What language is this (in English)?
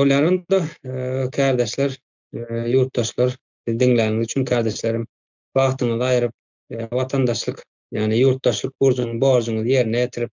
Turkmen